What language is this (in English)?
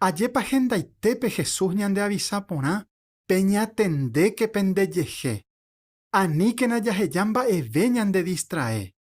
Guarani